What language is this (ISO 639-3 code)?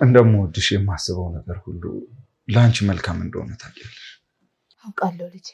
amh